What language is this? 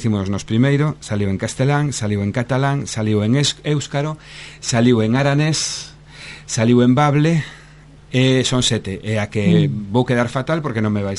Galician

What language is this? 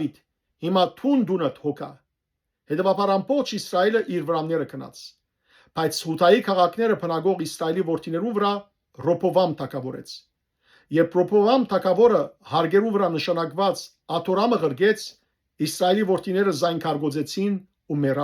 Western Armenian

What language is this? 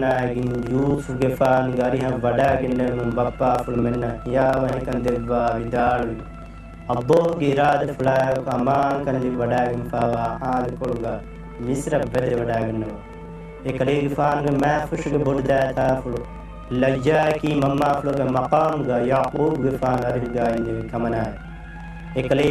Divehi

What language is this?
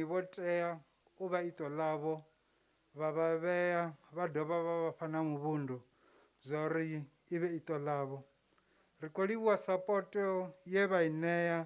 Venda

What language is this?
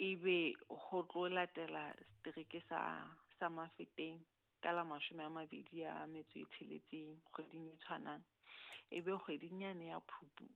Southern Sotho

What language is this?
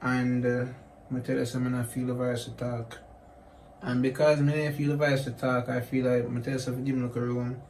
Jamaican Creole English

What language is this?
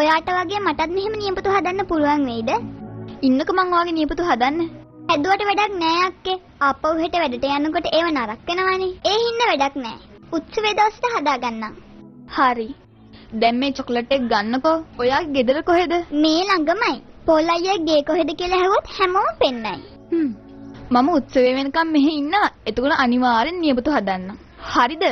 Sinhala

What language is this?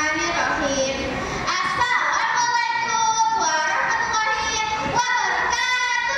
Banjar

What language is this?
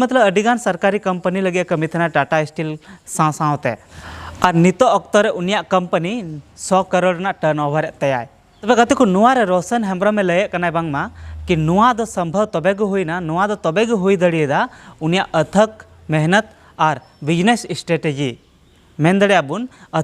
Santali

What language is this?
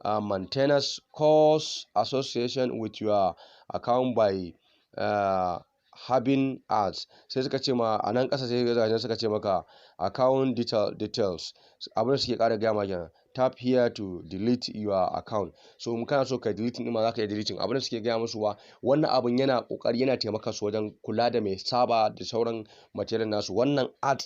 Hausa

